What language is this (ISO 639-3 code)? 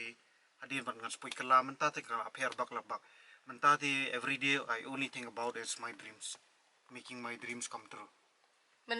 kha